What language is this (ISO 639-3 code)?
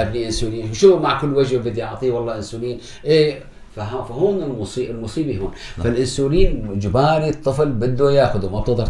apc